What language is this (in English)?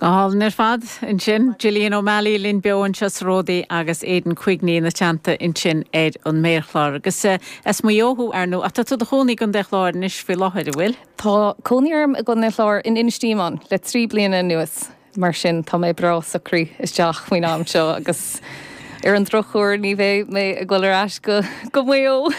Irish